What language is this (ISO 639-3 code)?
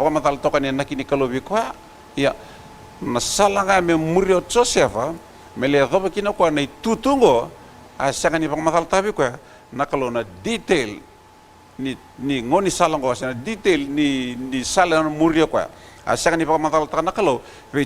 fij